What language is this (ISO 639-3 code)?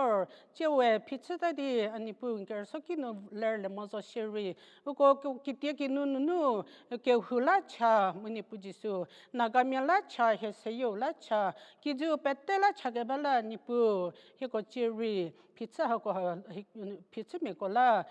njm